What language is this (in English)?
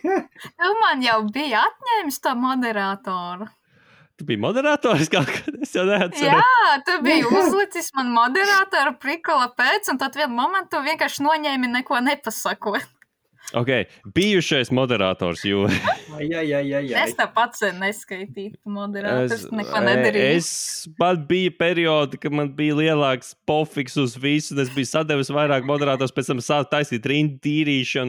Latvian